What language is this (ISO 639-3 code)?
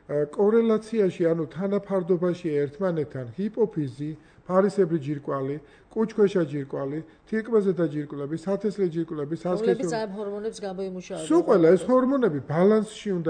kat